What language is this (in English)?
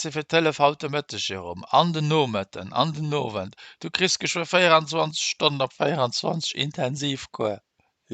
Luxembourgish